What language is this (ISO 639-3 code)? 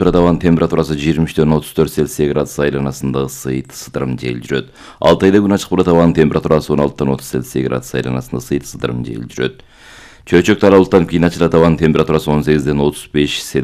kir